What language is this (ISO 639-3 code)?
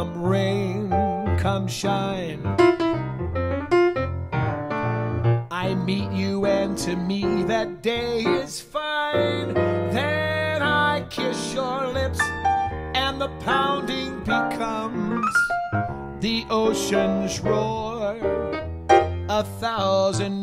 eng